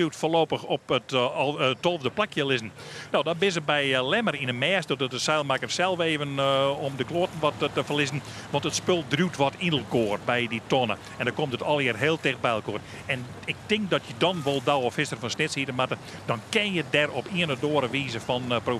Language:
Western Frisian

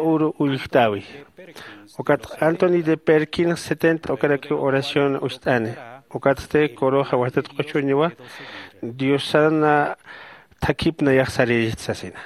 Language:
Aymara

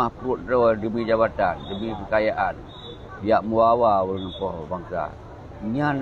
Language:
Achinese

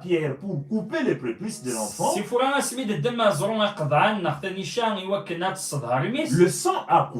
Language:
Kabyle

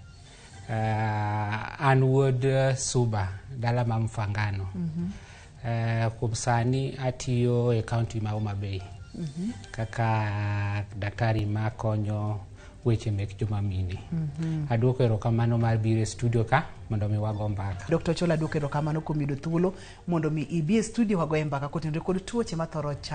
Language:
Luo (Kenya and Tanzania)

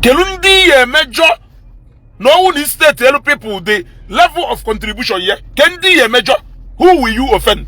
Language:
Igbo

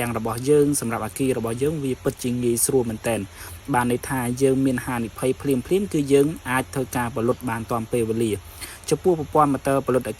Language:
Khmer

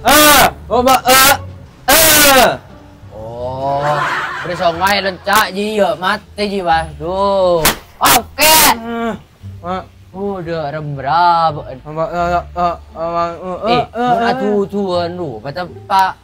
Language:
Madurese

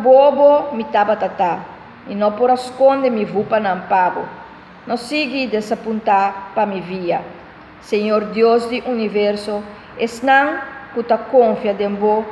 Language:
Papiamento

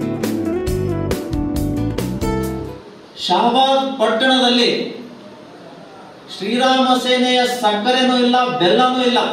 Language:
Kannada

